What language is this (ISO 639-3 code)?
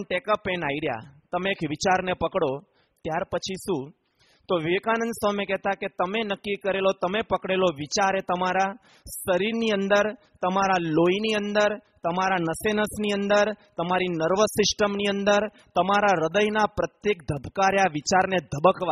guj